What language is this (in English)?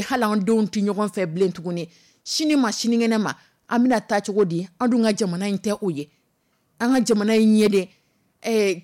Dyula